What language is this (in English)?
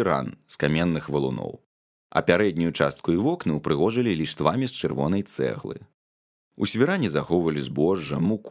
Belarusian